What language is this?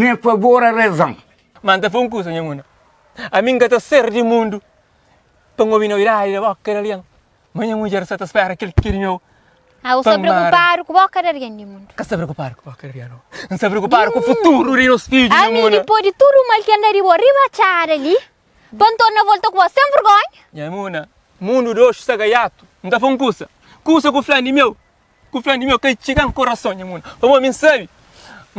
Kabuverdianu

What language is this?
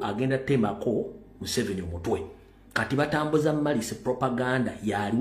Ganda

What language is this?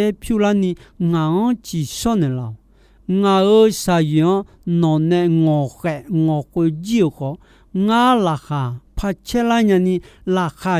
Akha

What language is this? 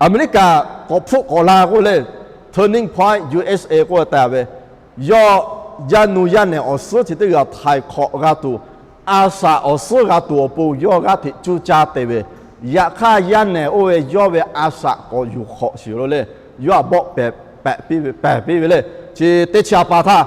Lahu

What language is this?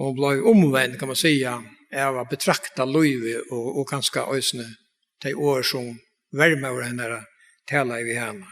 Faroese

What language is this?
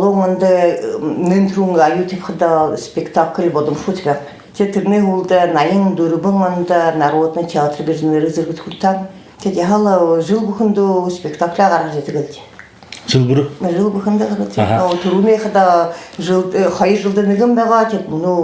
Buriat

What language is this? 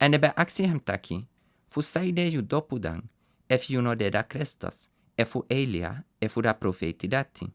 Sranan Tongo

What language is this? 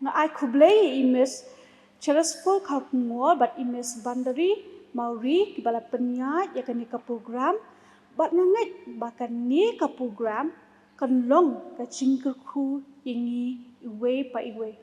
Khasi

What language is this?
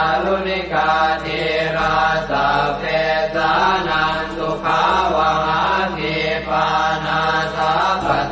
Pali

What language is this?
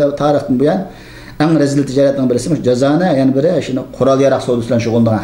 Uyghur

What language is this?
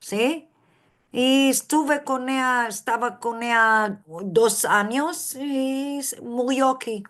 Ladino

